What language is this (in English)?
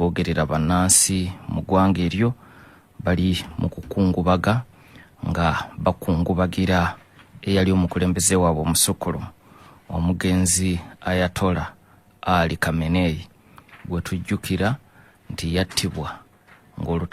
Ganda